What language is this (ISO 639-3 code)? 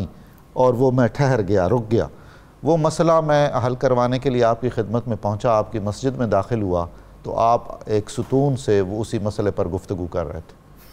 urd